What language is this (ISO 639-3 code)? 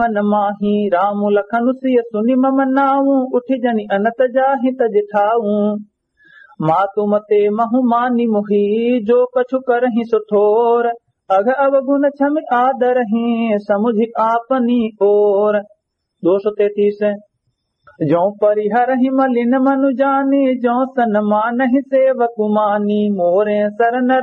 awa